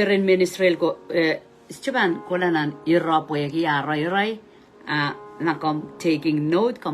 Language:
Pohnpeian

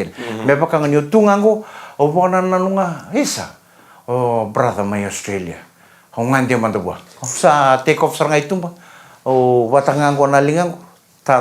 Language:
Fijian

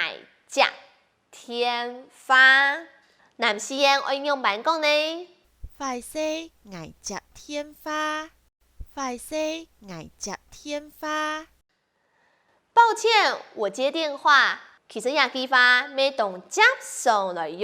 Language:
Hakka Chinese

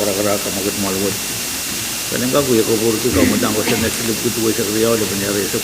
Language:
Pohnpeian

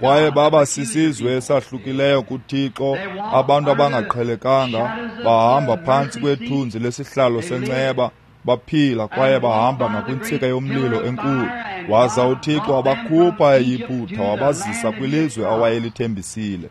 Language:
Xhosa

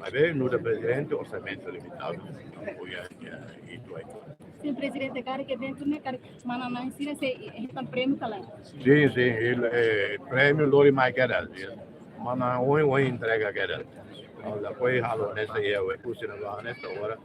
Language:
Tetum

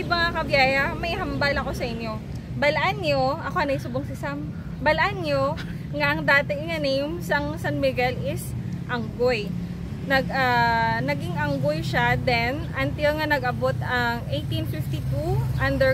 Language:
Hiligaynon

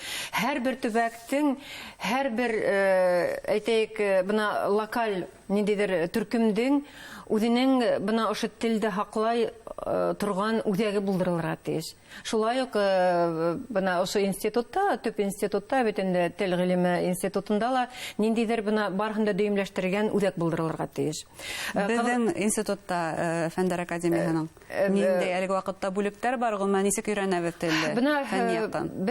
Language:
Bashkir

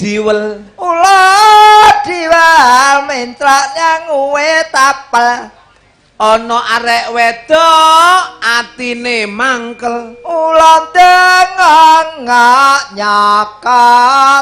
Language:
Javanese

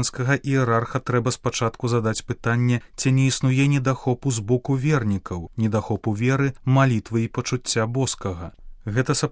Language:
Belarusian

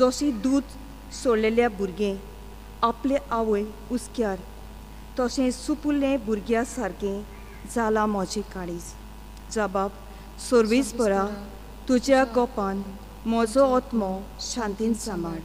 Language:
Konkani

